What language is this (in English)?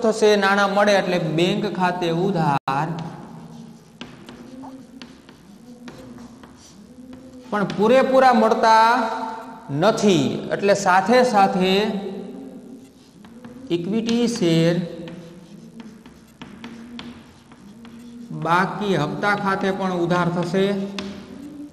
Gujarati